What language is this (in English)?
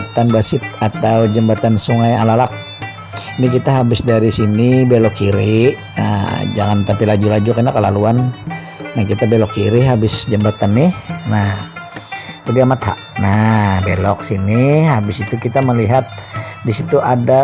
Banjar